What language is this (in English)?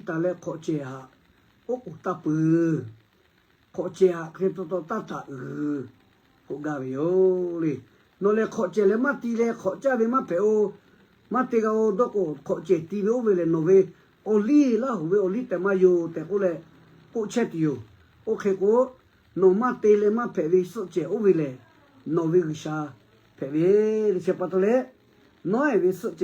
Lahu